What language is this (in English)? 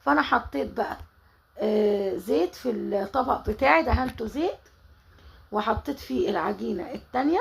Egyptian Arabic